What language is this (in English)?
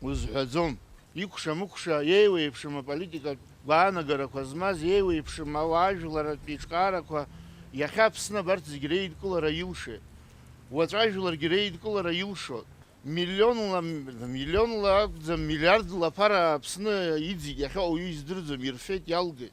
Abkhazian